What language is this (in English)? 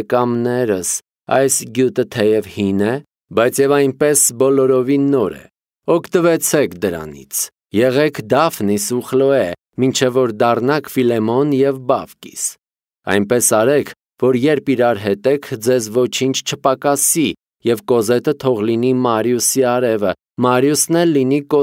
Armenian